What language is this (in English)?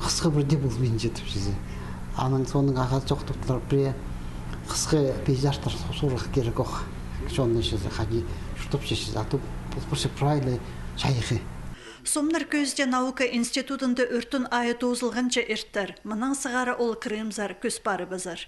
Khakas